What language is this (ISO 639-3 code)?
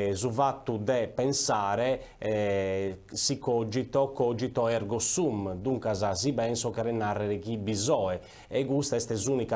srd